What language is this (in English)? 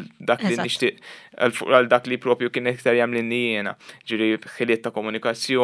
Maltese